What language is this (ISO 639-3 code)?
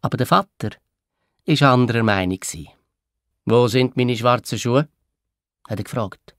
gsw